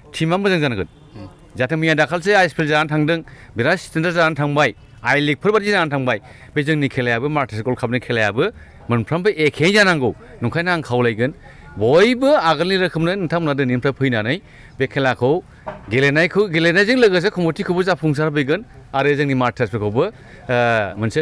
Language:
Bodo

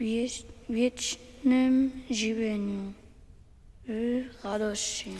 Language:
Upper Sorbian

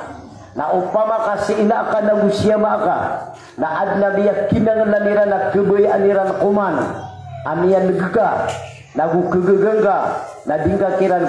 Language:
Maranao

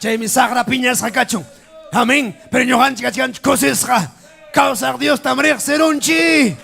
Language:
Ayacucho Quechua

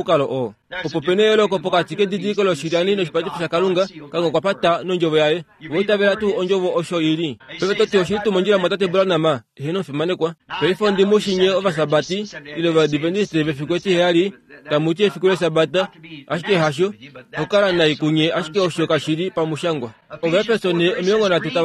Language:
Kuanyama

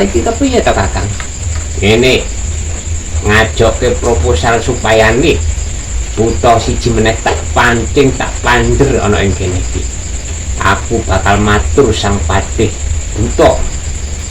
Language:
Javanese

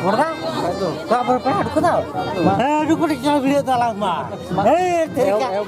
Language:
Santali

